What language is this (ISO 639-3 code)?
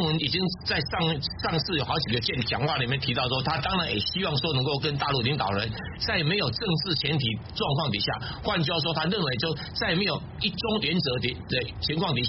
zho